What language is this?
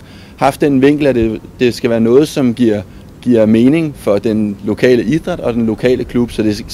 Danish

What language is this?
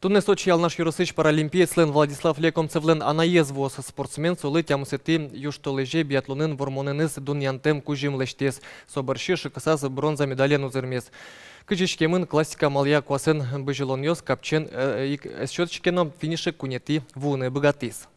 Udmurt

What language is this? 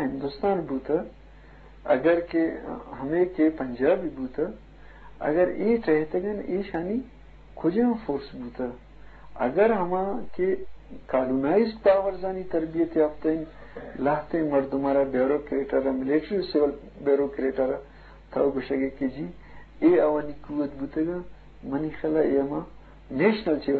Eastern Balochi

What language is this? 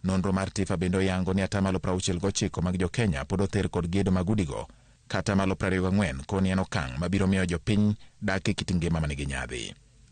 Luo (Kenya and Tanzania)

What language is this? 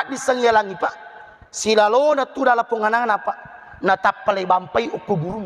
Buginese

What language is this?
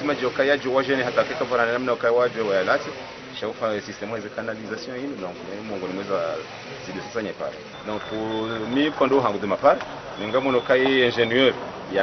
Ngazidja Comorian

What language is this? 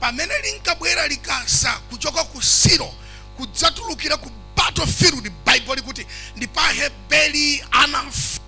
Nyanja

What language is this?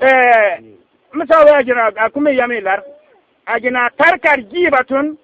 Bissa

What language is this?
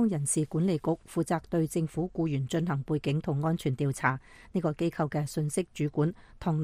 Cantonese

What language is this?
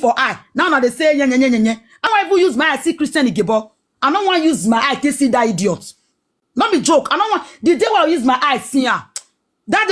Nigerian Pidgin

